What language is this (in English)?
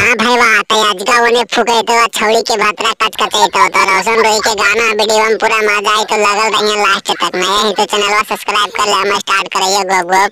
Magahi